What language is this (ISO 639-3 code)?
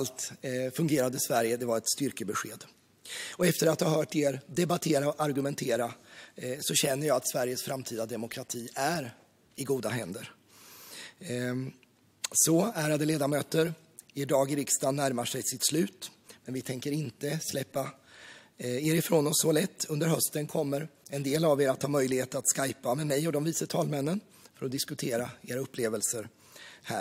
swe